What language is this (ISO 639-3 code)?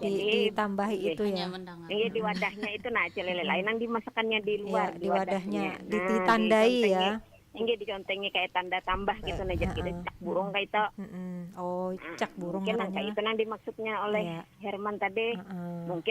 bjn